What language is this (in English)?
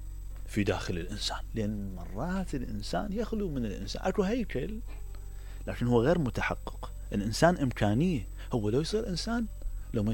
Mesopotamian Arabic